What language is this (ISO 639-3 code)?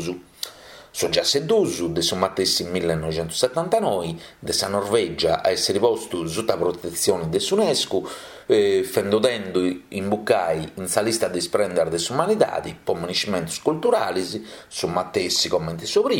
srd